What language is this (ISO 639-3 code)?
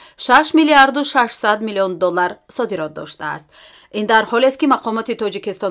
tgk